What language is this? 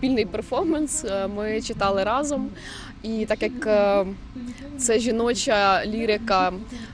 Ukrainian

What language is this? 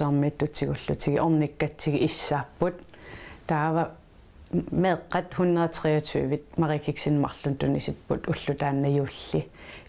Kalaallisut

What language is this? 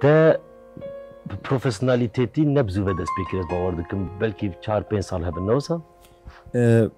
Kurdish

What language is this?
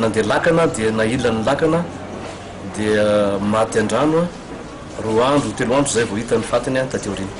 Malagasy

